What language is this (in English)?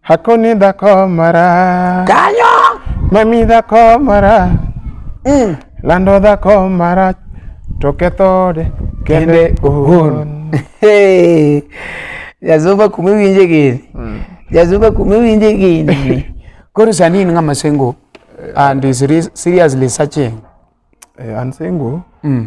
Luo (Kenya and Tanzania)